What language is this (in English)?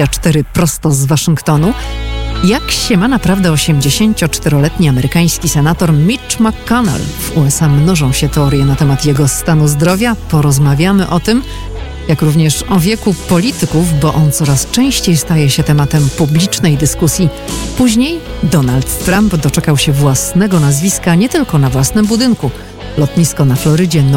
Polish